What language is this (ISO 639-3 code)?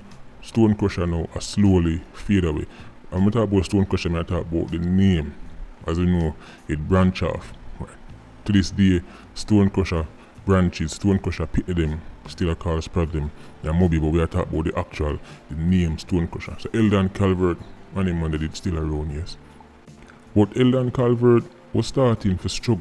jam